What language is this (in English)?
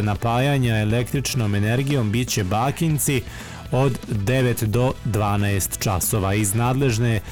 Bosnian